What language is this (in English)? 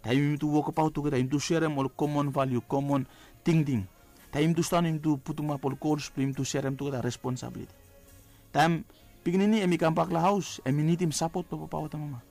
Bislama